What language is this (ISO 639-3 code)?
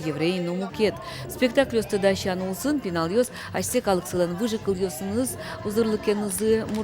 udm